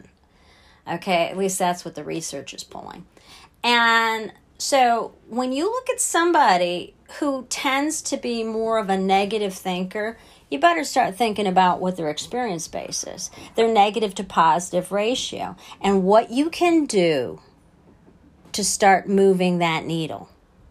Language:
English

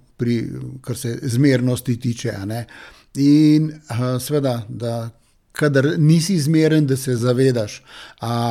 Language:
Slovenian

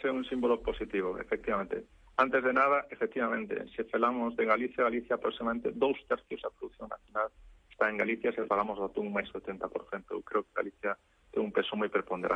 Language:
Galician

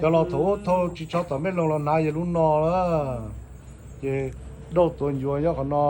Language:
Hmong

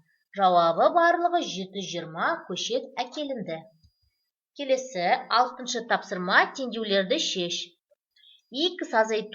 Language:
Kazakh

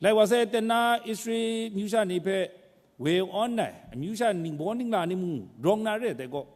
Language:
Kachin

